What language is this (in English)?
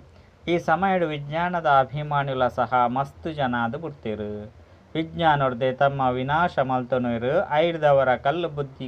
Tulu